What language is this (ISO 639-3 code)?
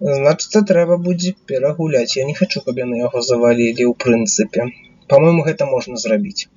bel